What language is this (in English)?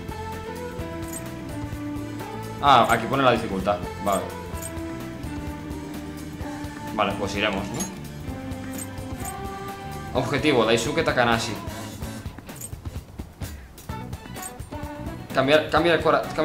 Spanish